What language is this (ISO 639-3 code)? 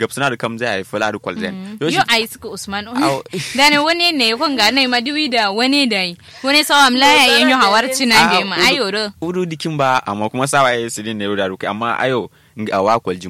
kau